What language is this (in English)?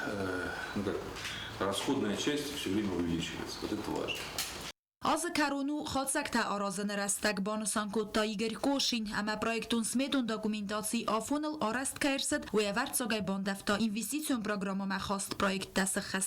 Ossetic